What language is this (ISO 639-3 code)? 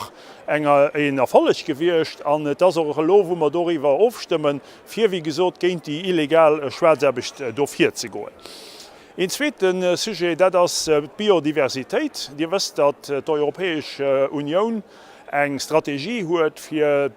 ltz